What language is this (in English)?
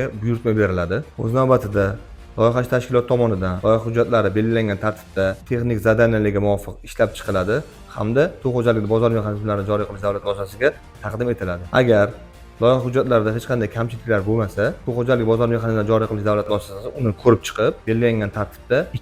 Uzbek